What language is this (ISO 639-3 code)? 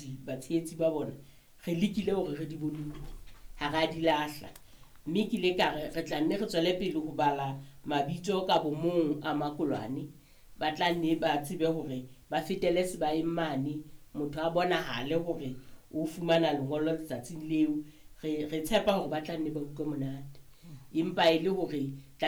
sot